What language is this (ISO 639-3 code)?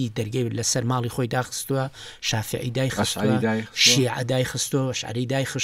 ckb